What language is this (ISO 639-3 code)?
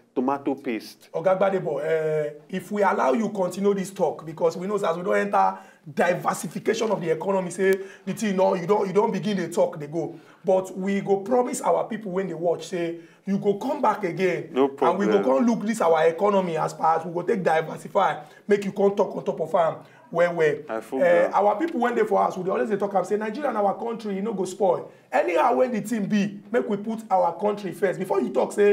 pcm